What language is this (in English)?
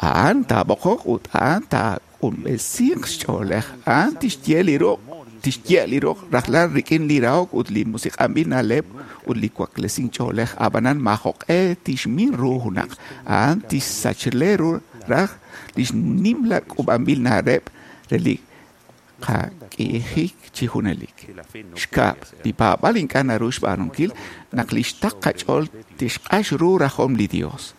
Kekchí